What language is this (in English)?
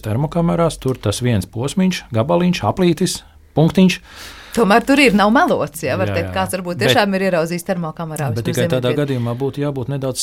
Latvian